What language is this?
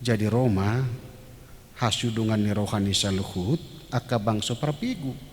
Batak Toba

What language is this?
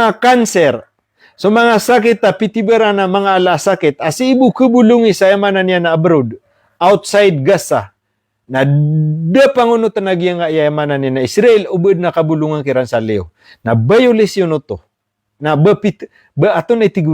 Maranao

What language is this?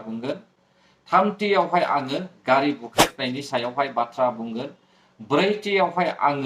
Bodo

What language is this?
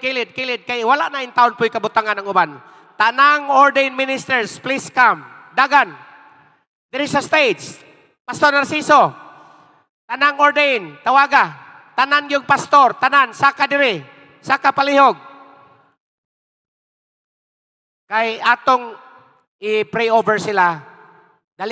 Cebuano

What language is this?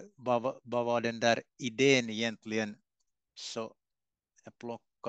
Swedish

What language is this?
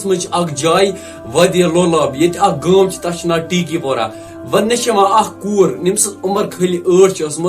Kashmiri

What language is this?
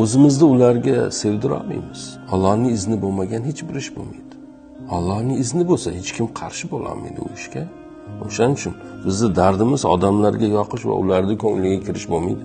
Uzbek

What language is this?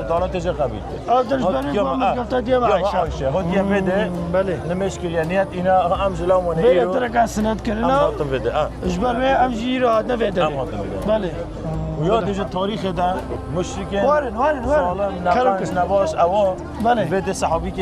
Kurdish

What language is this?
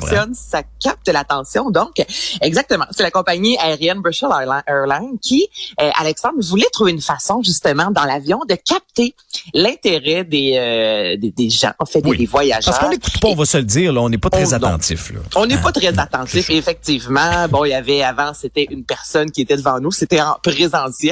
French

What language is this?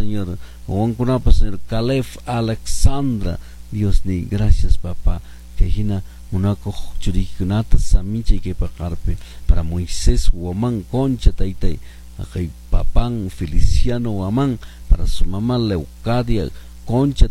Quechua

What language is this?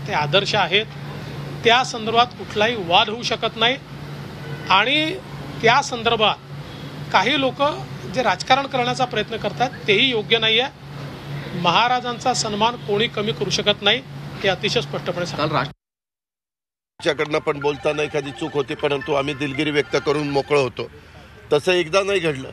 Marathi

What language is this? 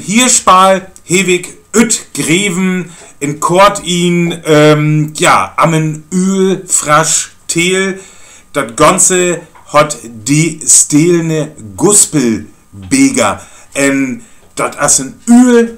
Northern Frisian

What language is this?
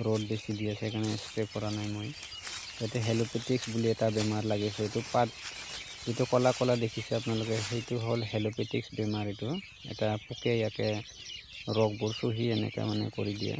Assamese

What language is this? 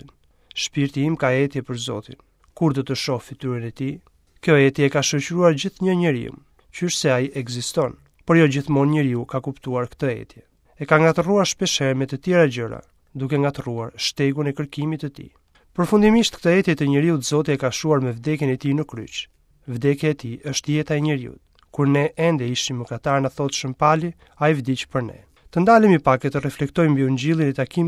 Albanian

